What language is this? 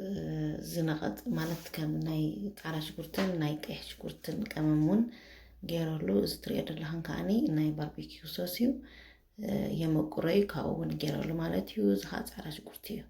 Tigrinya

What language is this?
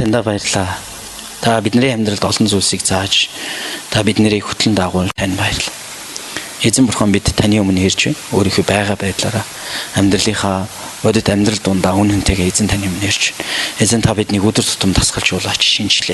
Mongolian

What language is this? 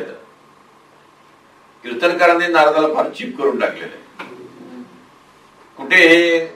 Marathi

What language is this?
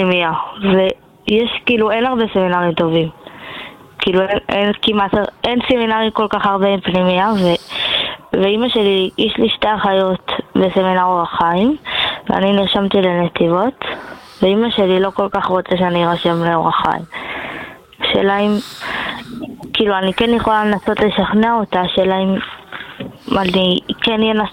Hebrew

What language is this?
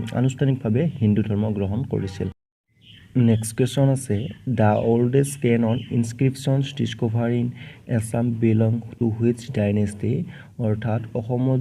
Assamese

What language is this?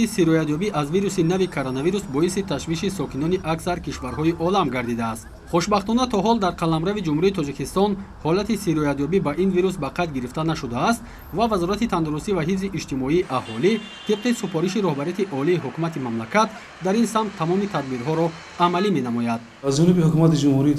Tajik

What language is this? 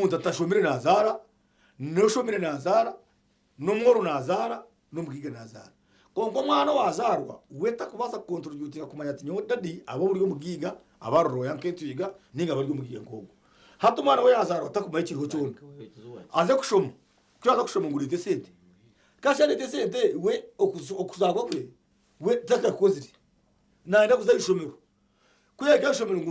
Nyankole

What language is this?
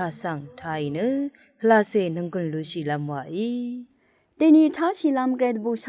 Rawang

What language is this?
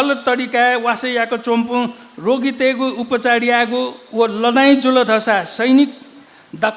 Newari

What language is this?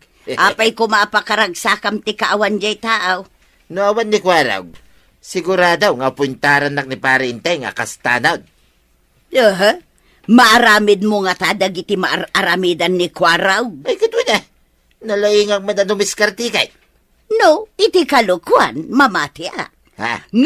Iloko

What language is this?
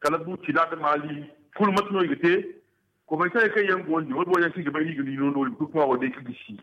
Zarma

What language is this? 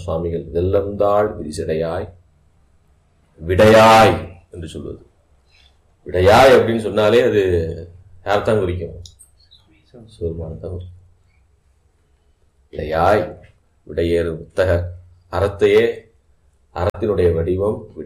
Tamil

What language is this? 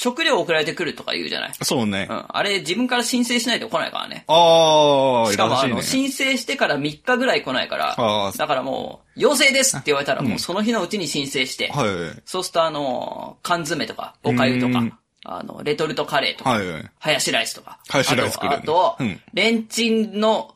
Japanese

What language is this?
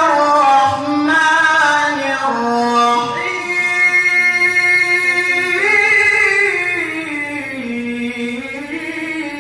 Yakan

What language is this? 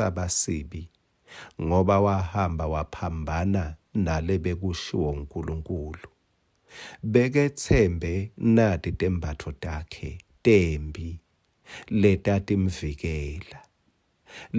Swati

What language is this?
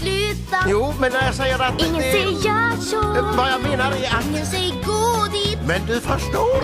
Swedish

